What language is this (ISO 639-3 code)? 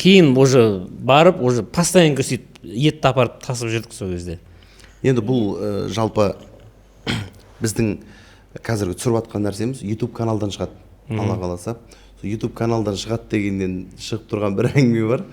kaz